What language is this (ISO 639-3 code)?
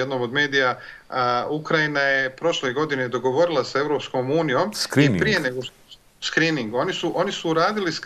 bos